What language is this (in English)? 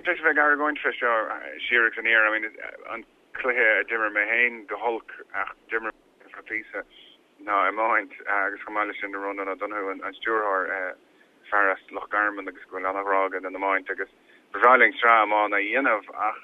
Irish